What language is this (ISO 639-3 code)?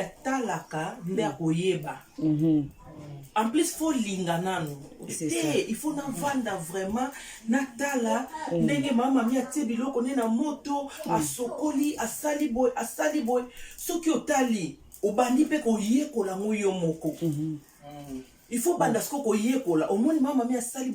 lin